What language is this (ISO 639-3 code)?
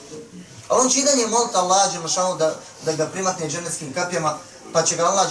bos